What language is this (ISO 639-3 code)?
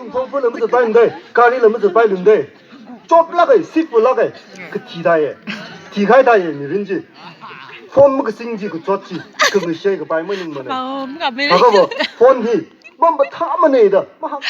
nmf